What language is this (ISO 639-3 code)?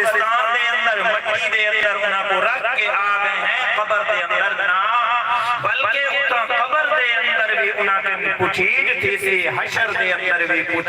skr